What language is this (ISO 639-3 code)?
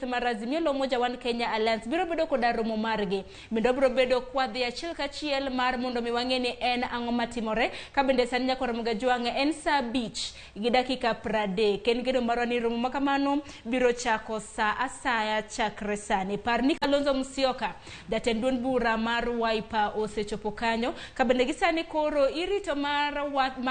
luo